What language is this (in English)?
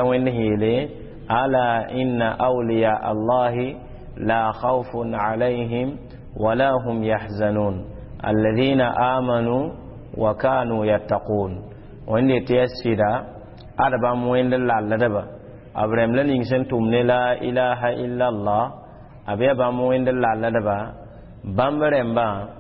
Mossi